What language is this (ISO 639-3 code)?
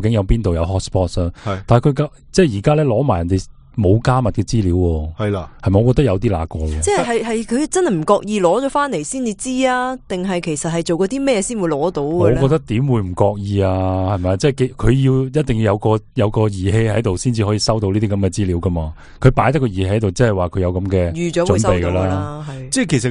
yue